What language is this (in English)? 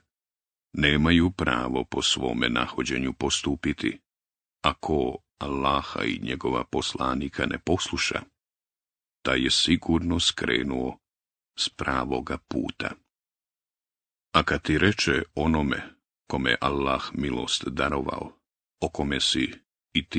Bosnian